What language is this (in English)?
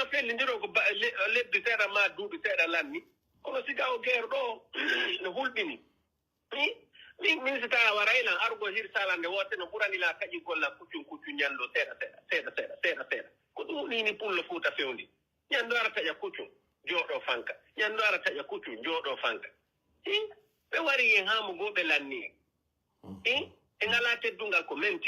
Pular